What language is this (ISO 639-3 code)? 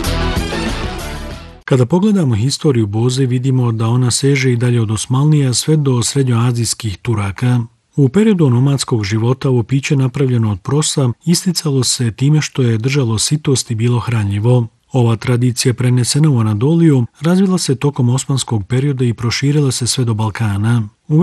bos